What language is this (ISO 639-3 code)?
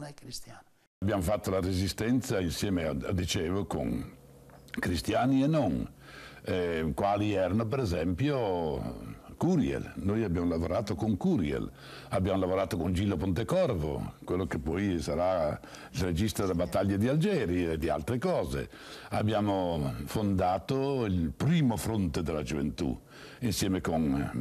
ita